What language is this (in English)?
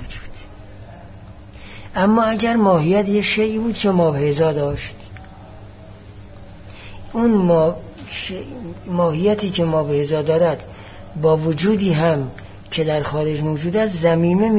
Persian